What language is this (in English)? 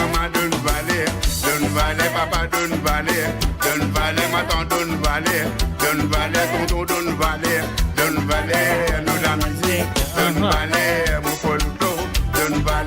Morisyen